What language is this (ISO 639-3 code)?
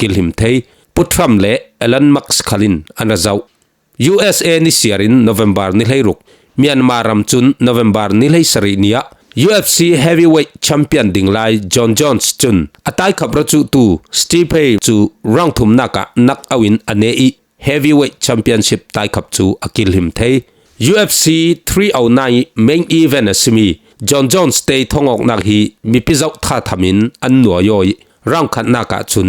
cfm